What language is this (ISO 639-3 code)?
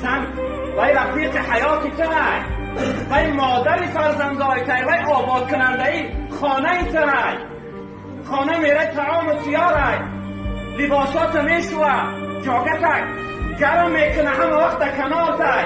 tgk